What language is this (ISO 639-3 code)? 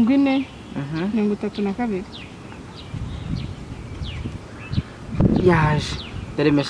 kin